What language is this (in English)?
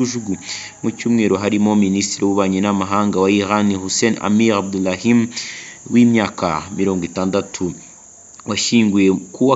Kinyarwanda